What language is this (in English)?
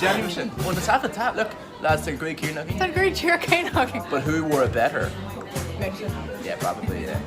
Irish